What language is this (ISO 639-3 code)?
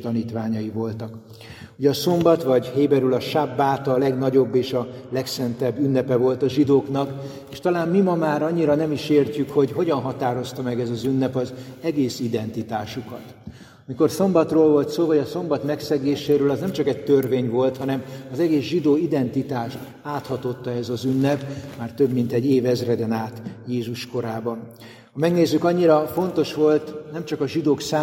hun